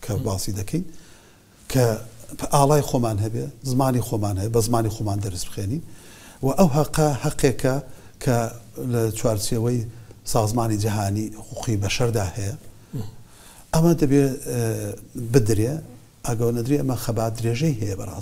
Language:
Central Kurdish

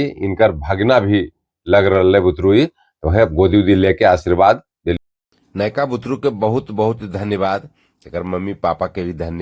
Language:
Magahi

